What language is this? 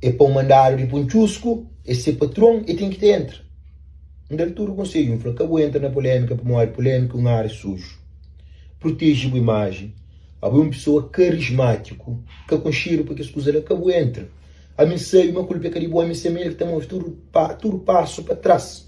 Kabuverdianu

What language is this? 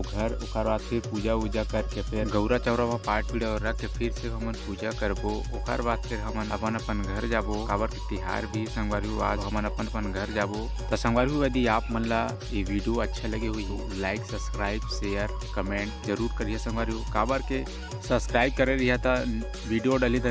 Chhattisgarhi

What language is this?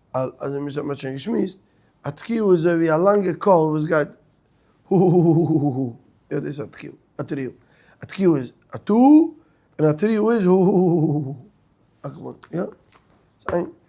Yiddish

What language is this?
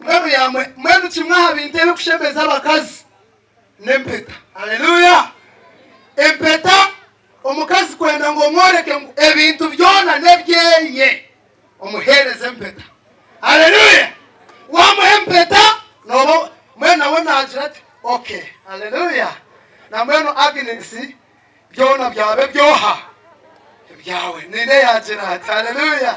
Nyankole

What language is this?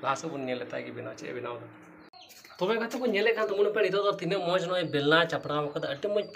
Santali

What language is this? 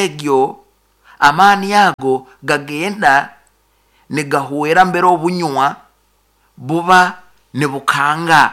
Nyankole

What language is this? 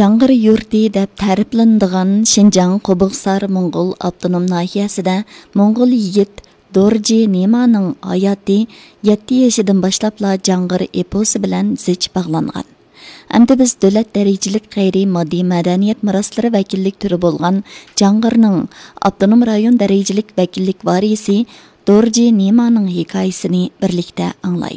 Uyghur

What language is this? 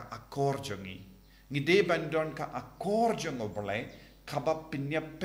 Khasi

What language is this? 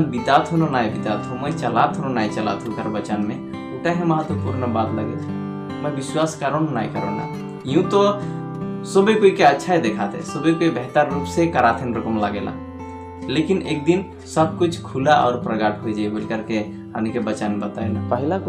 Sadri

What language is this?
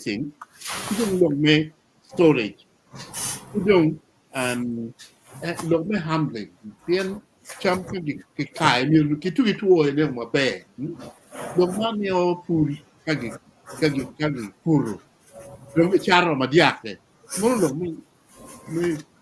Acoli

